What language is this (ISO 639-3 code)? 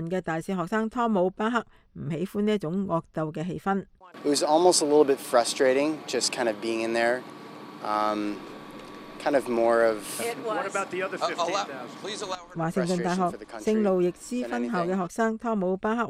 yue